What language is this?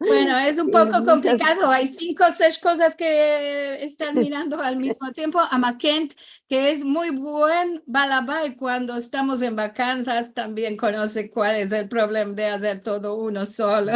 Ladino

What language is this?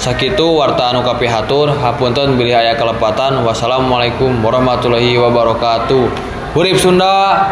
Sundanese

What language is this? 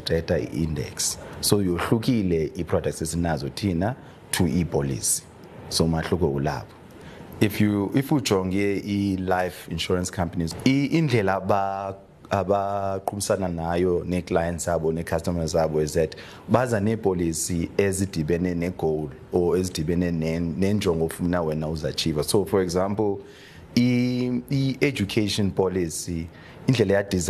Xhosa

